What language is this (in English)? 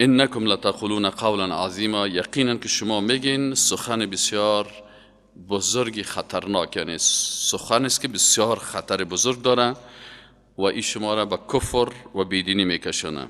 Persian